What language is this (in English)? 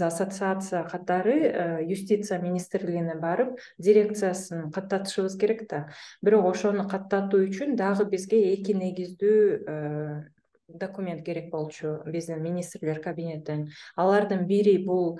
Kyrgyz